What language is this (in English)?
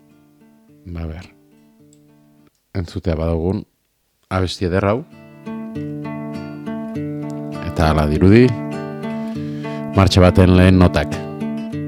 Basque